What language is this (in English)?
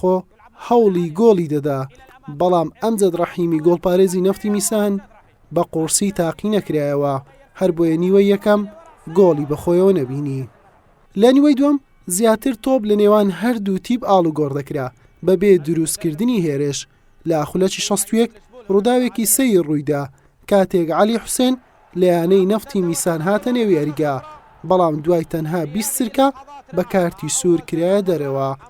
Central Kurdish